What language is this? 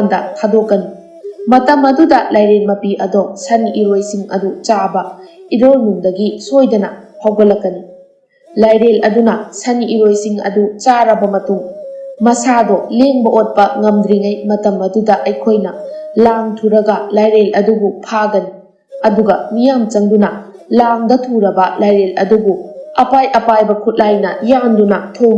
Manipuri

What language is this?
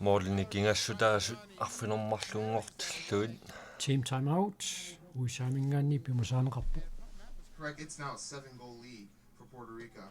Kalaallisut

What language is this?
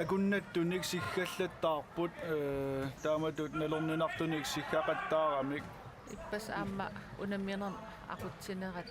Kalaallisut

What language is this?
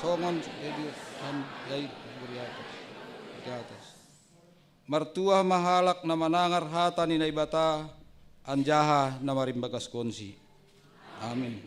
Batak Simalungun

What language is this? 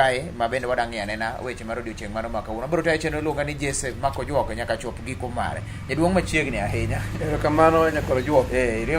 Luo (Kenya and Tanzania)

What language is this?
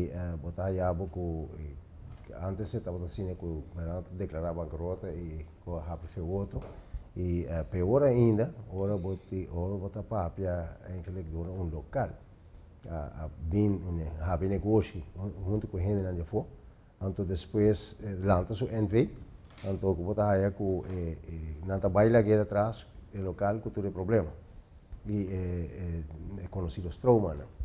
Papiamento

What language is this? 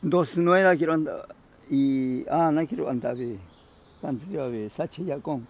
Ashéninka Perené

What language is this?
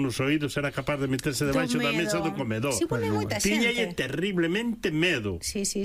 Galician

